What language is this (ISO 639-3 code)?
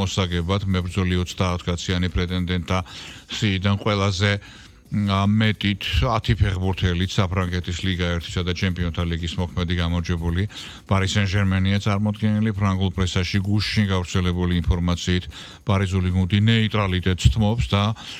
kat